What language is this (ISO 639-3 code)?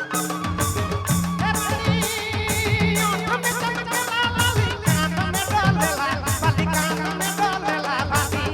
sck